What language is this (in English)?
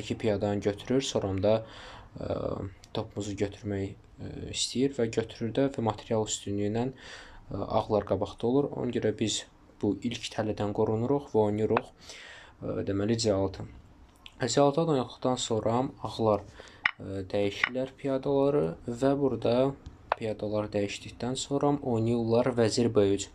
Azerbaijani